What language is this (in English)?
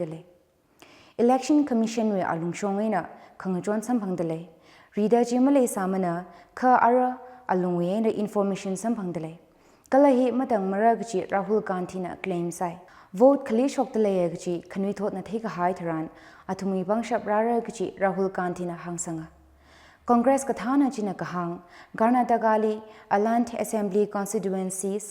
Tangkhul Naga (India)